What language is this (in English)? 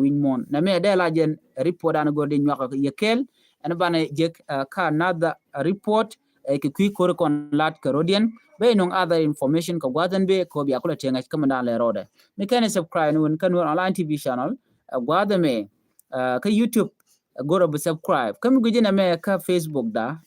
Nuer